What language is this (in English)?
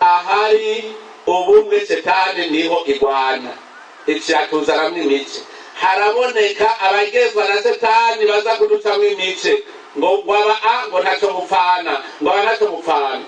Rundi